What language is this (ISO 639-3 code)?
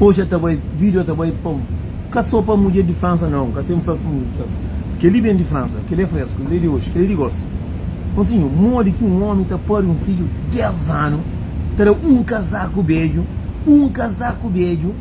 kea